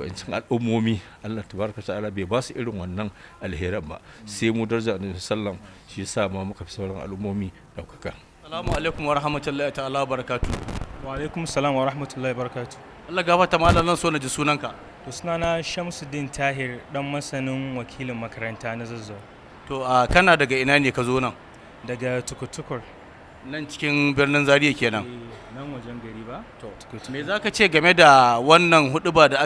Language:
Hausa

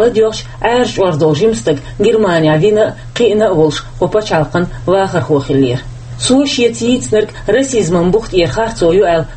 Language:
Chechen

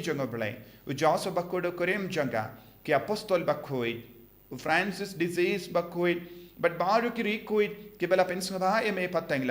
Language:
Khasi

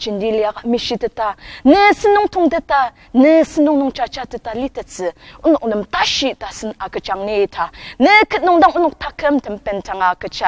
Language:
Ao Naga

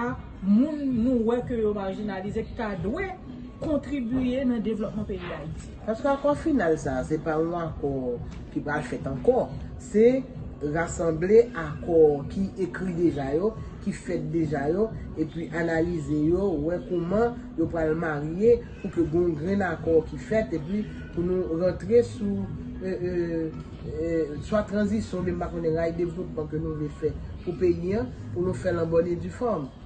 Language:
Haitian Creole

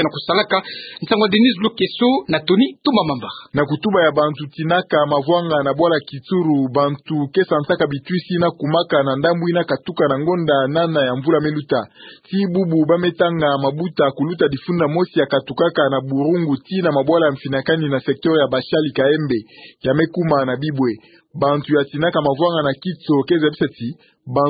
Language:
Kituba (Democratic Republic of Congo)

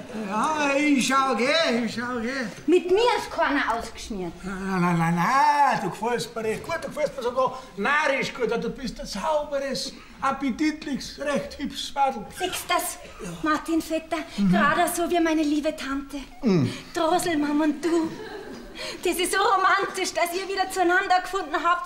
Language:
Bavarian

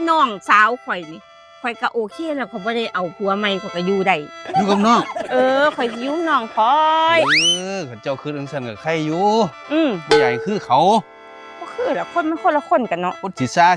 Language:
Northeastern Thai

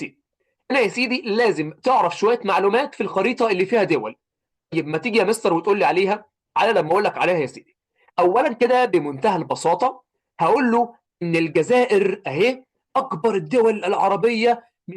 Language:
Egyptian Arabic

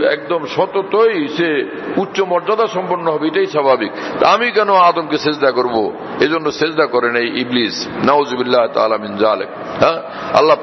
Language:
Bangla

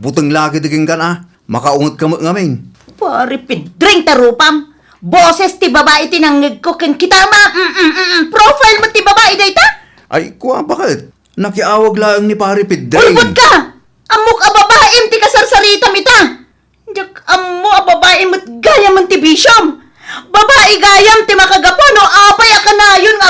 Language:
Iloko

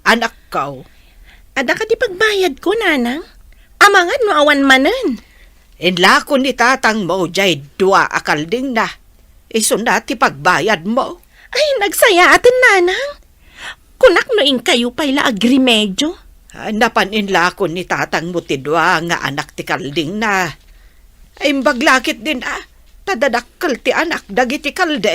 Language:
Iloko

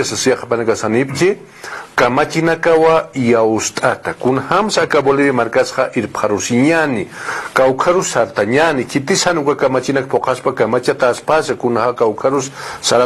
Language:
Aymara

